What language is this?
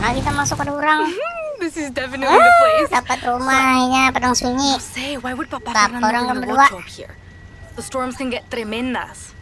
Banjar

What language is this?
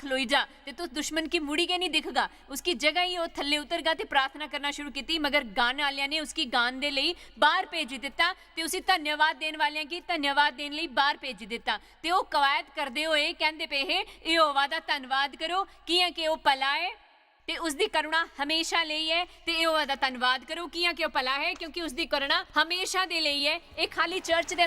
Dogri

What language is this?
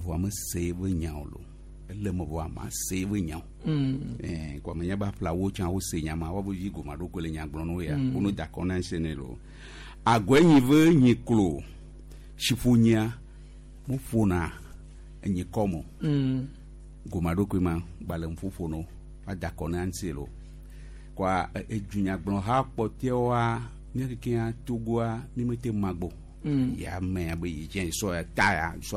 Gen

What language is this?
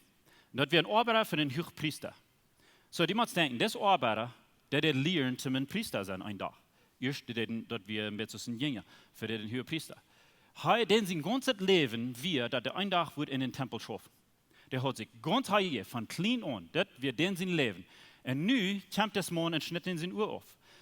Plautdietsch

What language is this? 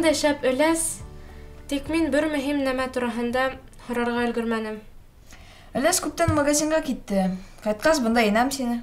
Bashkir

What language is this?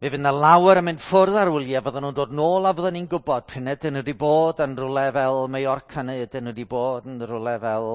Welsh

